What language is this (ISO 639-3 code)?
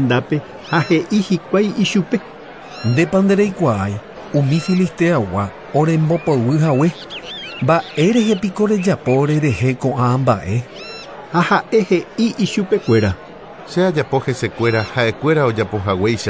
grn